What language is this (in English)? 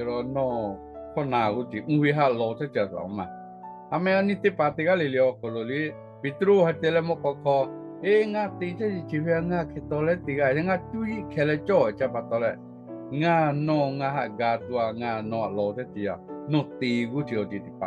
Lahu